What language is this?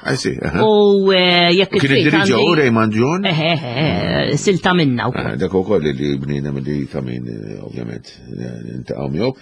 Maltese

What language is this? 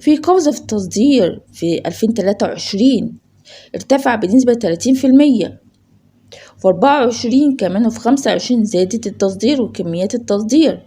Egyptian Arabic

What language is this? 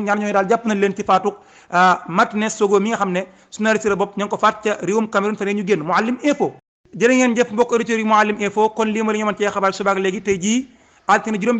Wolof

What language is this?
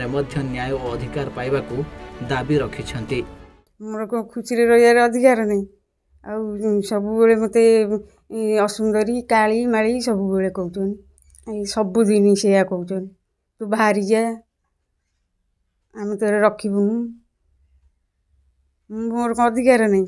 Odia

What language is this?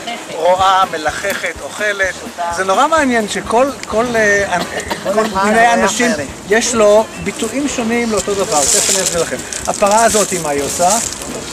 Hebrew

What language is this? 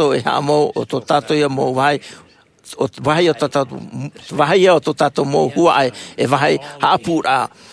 Tahitian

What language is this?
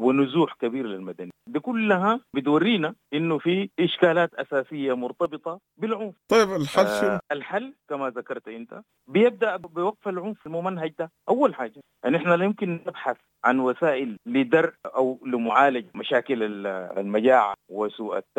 Sudanese Arabic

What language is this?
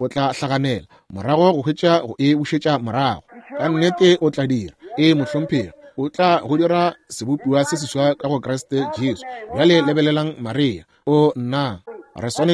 Northern Sotho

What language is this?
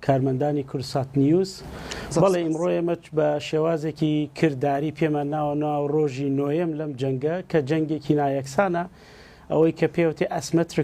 Central Kurdish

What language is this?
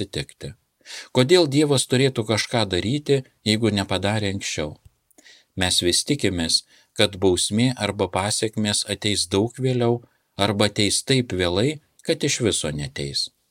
Lithuanian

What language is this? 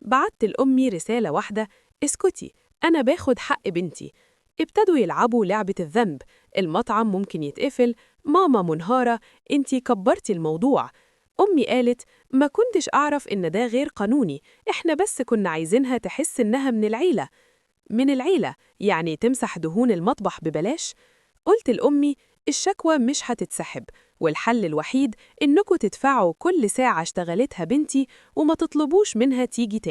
Egyptian Arabic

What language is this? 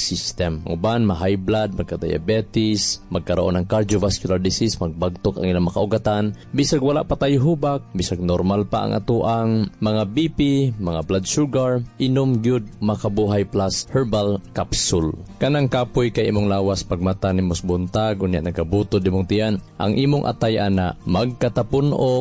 Cebuano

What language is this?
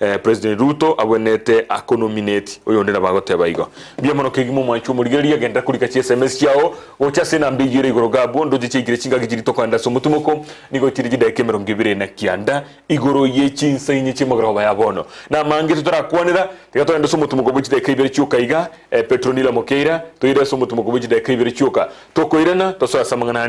Gusii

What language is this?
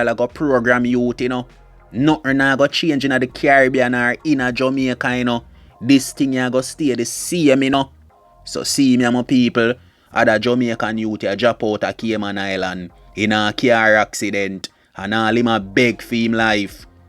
Jamaican Creole English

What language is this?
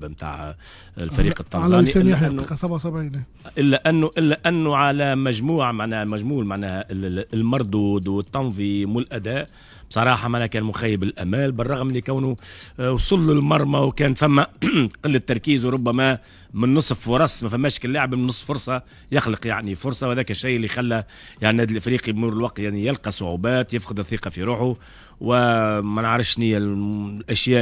Tunisian Arabic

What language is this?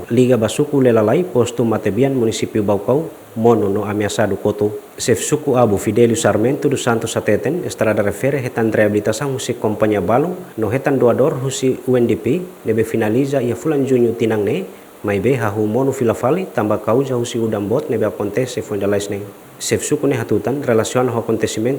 Tetum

